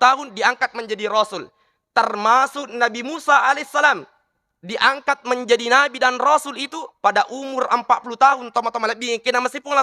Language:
Buginese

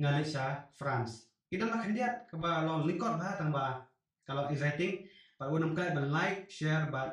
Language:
Khasi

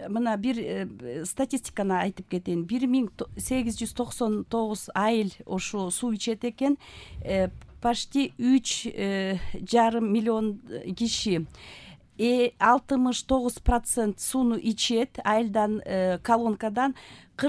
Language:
Kyrgyz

